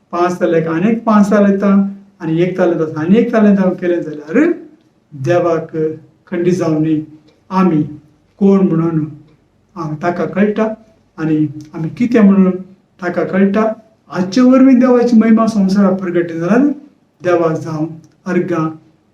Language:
Konkani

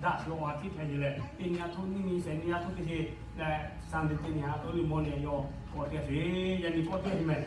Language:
Lahu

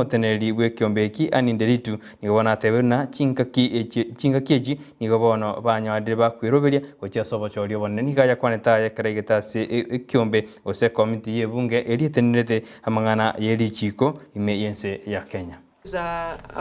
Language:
Gusii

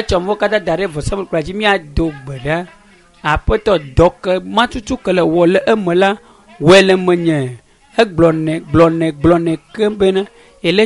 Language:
Ewe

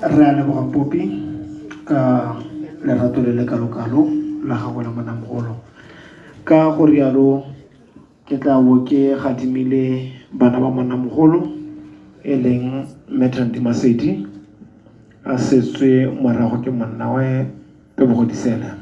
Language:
Tswana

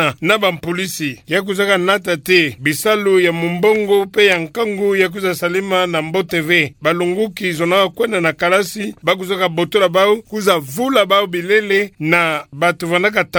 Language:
Kituba (Democratic Republic of Congo)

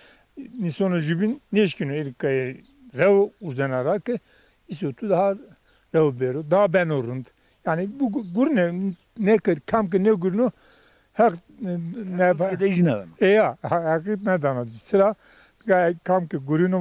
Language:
Zaza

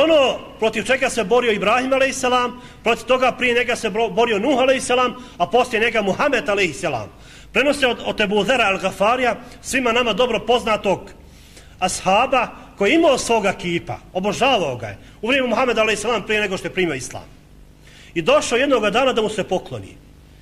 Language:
Bosnian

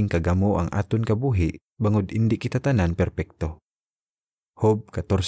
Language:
Hiligaynon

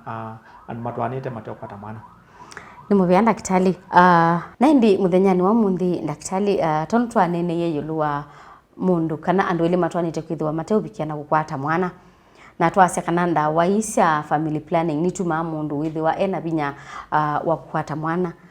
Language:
Kamba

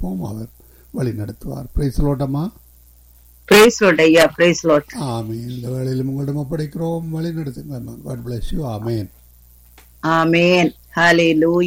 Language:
Tamil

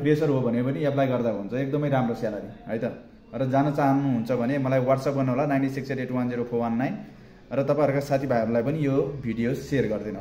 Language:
Nepali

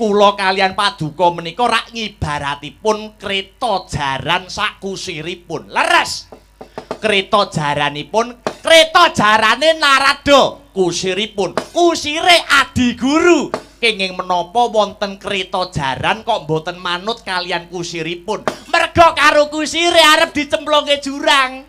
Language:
Javanese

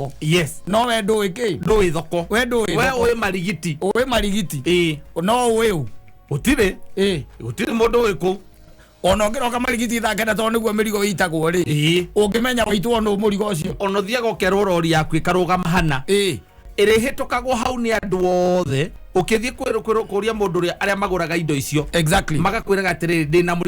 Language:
Kikuyu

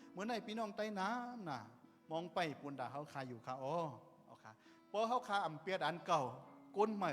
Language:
Shan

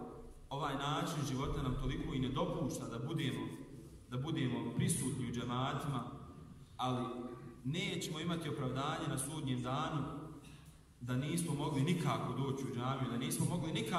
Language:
Bosnian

